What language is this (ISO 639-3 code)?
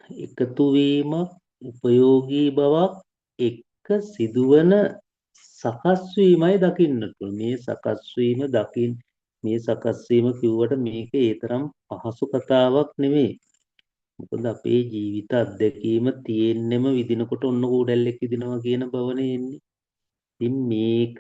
sin